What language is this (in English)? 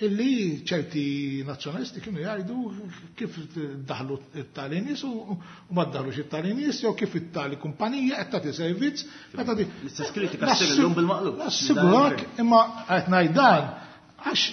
Maltese